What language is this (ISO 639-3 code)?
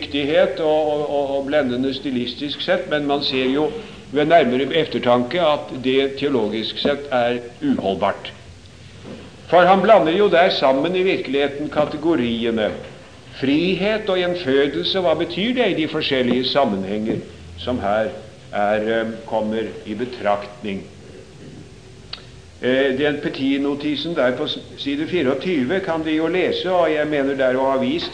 nor